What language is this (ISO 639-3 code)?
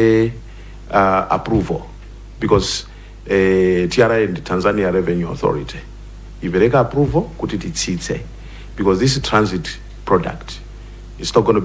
nya